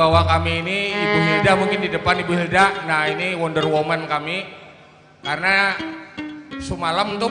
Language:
Banjar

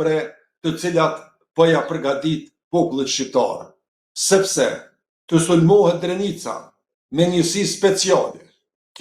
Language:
Albanian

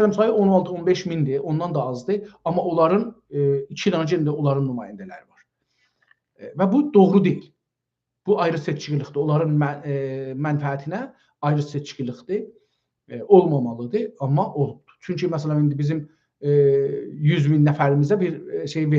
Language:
South Azerbaijani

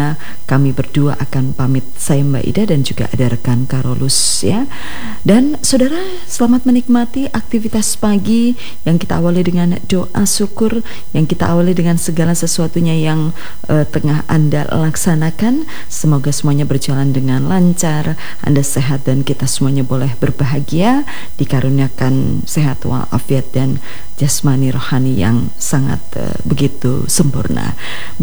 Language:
Indonesian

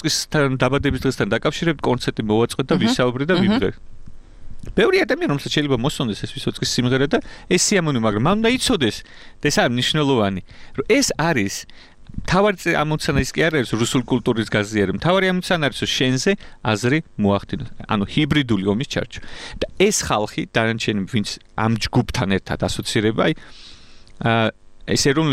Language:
Georgian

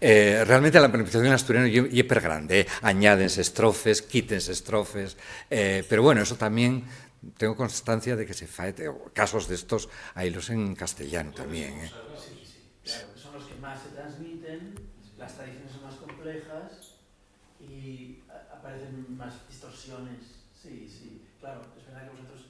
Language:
Asturian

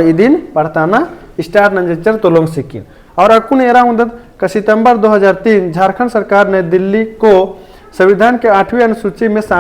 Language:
Kurukh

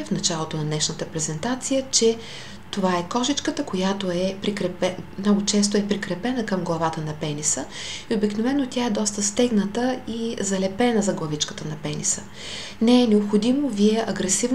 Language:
Bulgarian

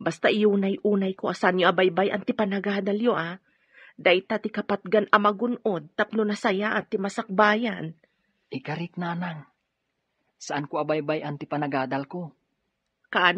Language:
Iloko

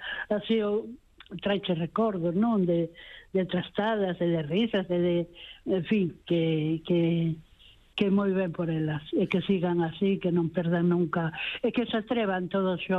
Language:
Galician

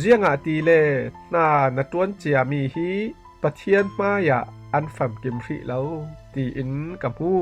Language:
Falam Chin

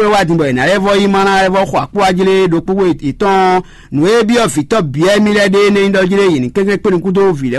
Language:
Fon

